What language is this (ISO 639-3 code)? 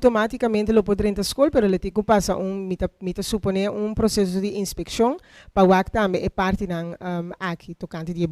pap